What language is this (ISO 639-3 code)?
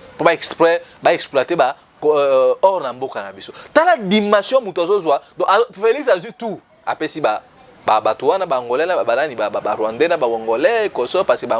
lin